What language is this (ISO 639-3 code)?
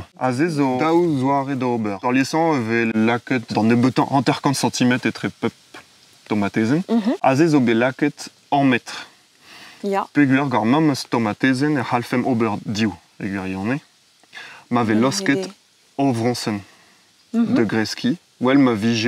bre